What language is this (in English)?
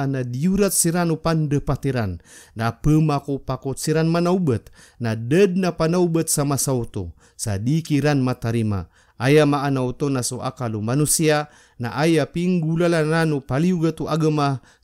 Maranao